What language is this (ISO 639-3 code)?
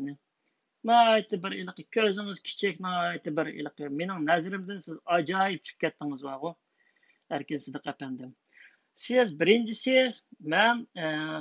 uig